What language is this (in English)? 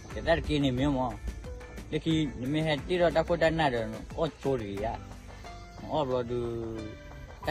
S'gaw Karen